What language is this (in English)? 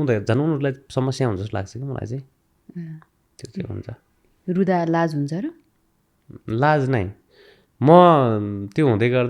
Nepali